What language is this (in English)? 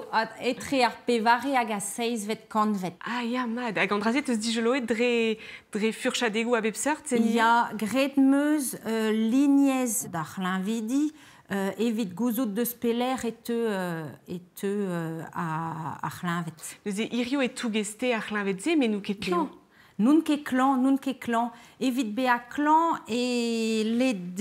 Breton